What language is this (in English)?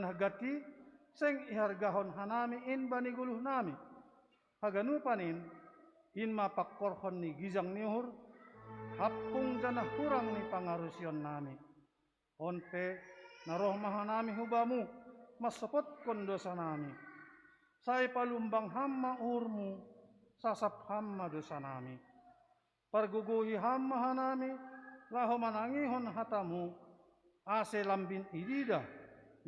Batak Simalungun